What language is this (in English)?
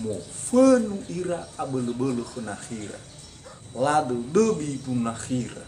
Nias